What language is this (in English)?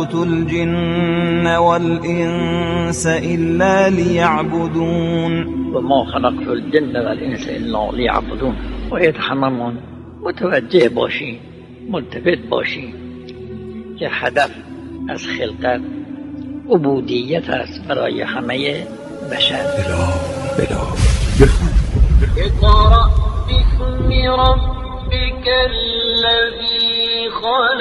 Persian